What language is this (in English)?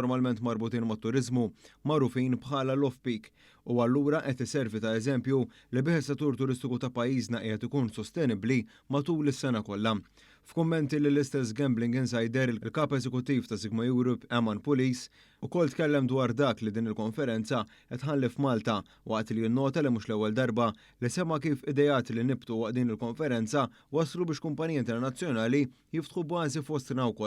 Maltese